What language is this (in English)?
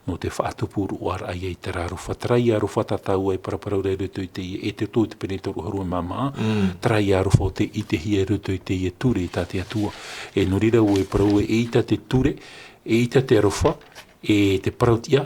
Tahitian